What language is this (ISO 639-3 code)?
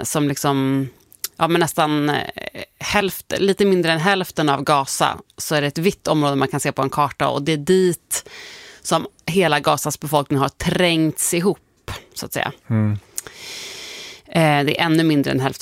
swe